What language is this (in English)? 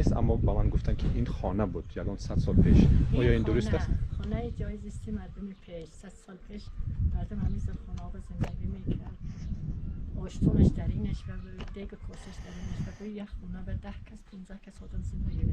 Tajik